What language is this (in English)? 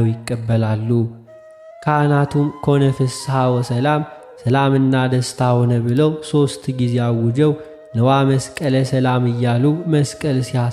Amharic